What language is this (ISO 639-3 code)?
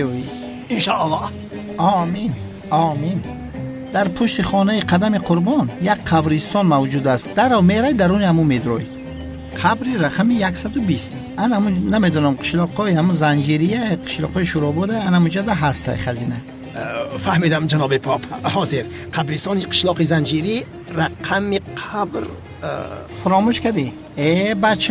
tgk